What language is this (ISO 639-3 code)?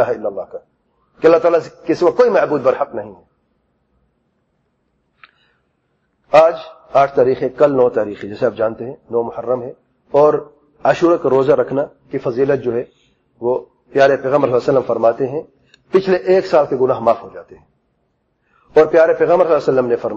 urd